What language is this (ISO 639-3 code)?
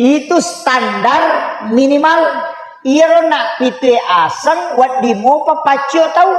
bug